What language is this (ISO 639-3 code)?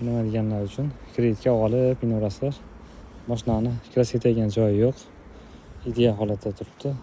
uzb